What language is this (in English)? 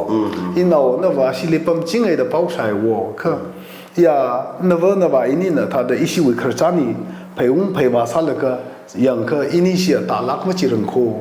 Tangkhul Naga (India)